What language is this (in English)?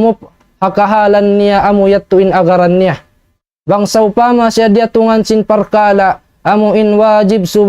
Tausug